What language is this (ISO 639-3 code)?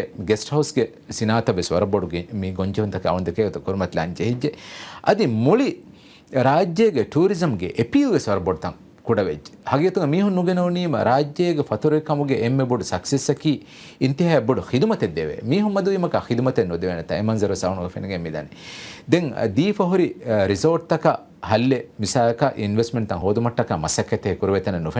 div